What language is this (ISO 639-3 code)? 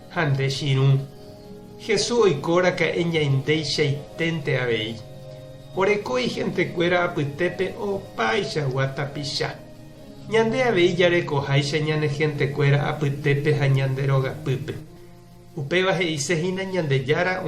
grn